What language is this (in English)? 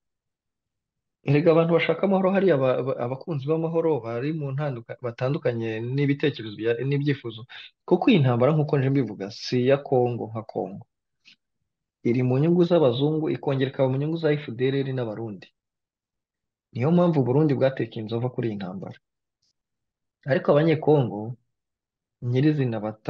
Kinyarwanda